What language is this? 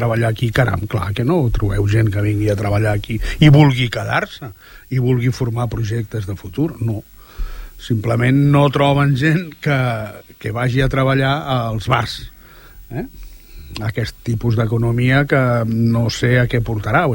Catalan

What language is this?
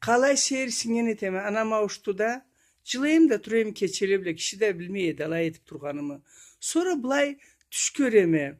Karachay-Balkar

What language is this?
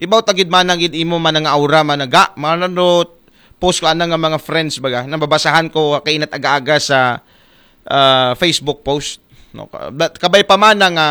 Aklanon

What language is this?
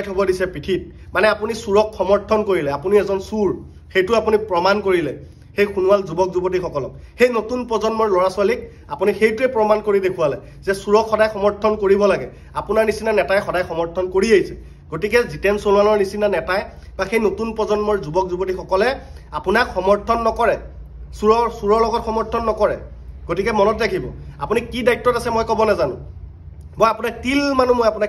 Assamese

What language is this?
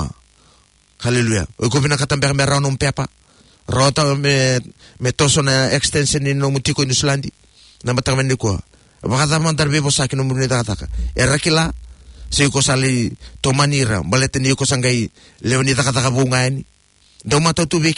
Fijian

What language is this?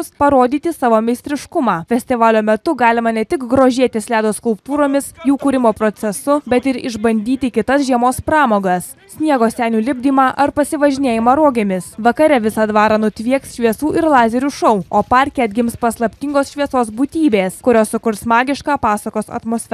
Lithuanian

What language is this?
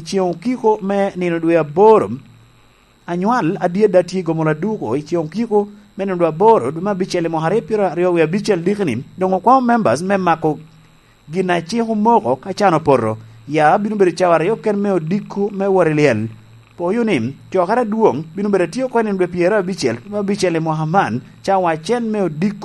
Lango (Uganda)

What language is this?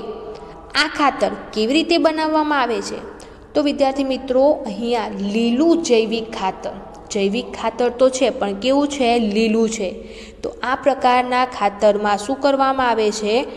Gujarati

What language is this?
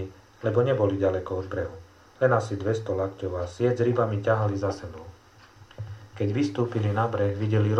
Slovak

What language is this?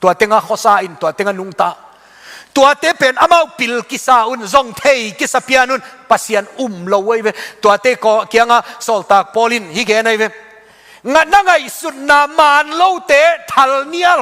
Tedim Chin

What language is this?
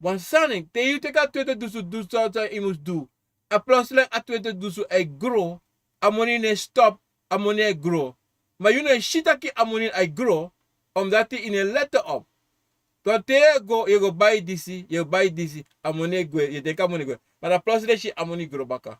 Sranan Tongo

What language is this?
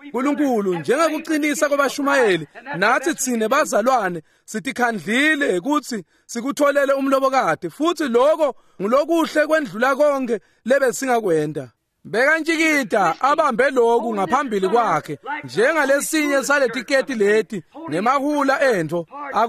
Swati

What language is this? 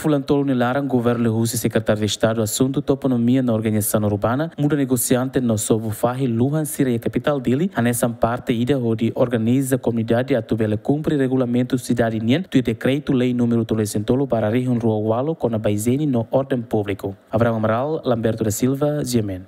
Tetum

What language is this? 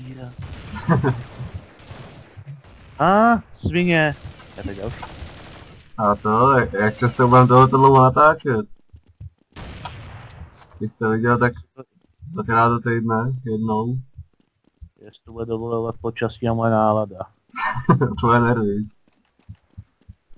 Czech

